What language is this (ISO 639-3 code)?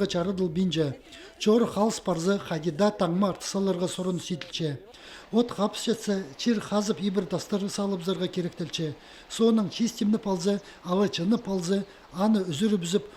kjh